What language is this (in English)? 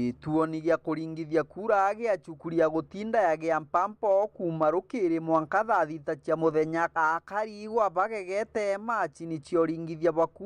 Meru